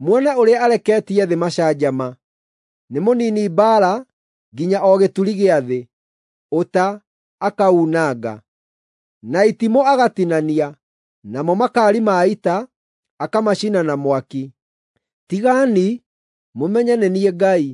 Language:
Kikuyu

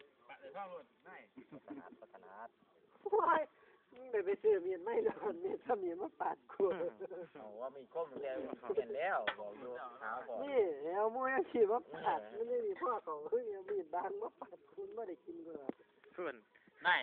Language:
Lao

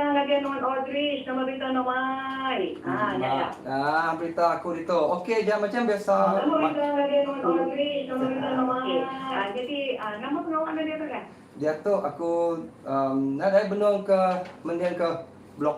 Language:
Iban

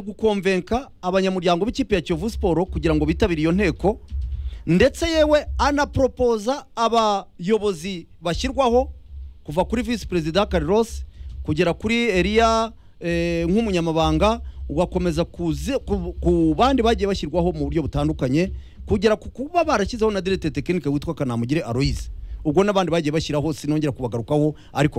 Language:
Kinyarwanda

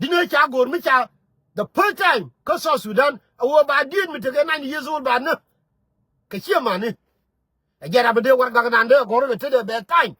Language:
Nuer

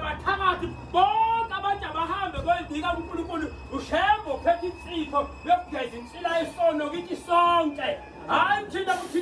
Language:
Zulu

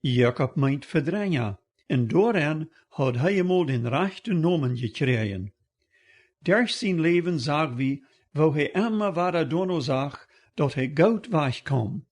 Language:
Plautdietsch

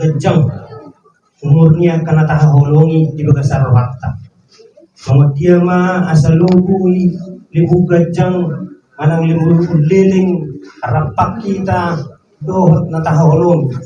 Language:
Batak Toba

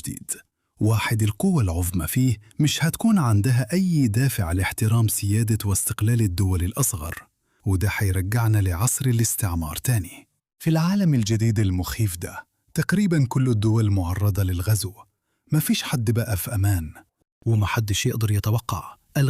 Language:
Egyptian Arabic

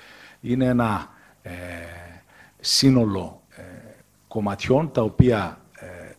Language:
Greek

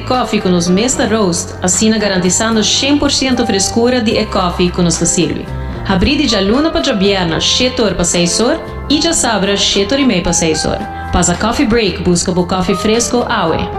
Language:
Papiamento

